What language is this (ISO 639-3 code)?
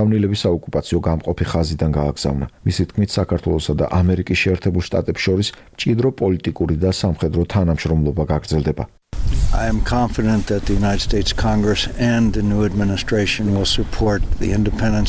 kat